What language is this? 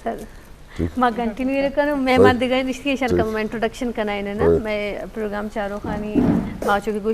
Eastern Balochi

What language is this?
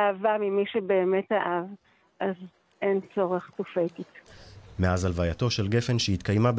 Hebrew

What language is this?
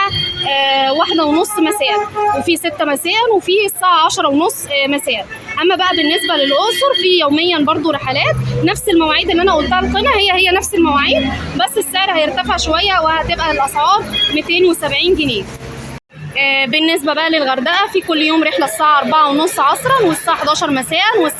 Egyptian Arabic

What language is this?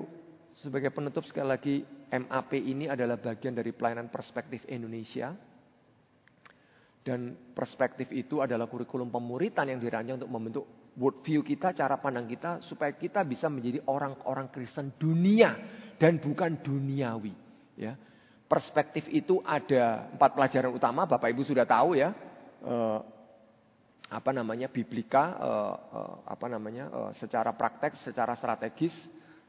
Indonesian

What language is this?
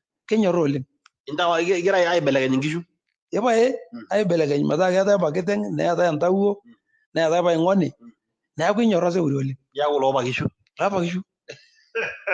Masai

